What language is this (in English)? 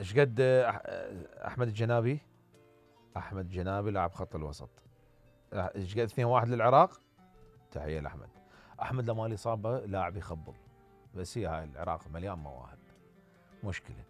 Mesopotamian Arabic